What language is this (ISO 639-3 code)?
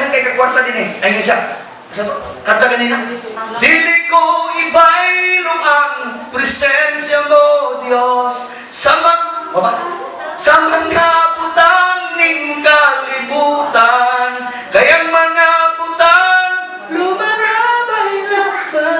ceb